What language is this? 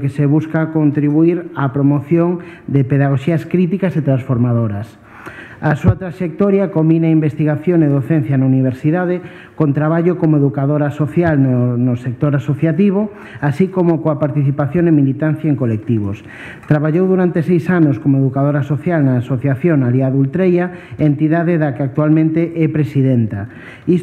Galician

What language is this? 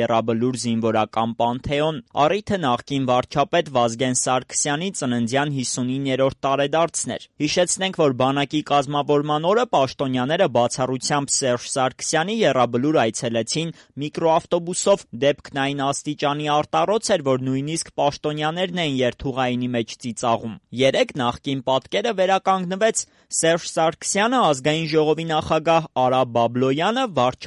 Armenian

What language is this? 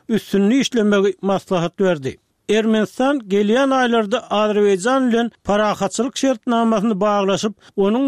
Turkmen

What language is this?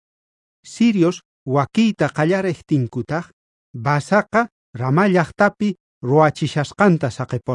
South Bolivian Quechua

